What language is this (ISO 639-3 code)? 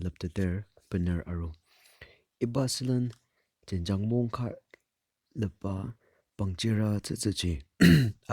njo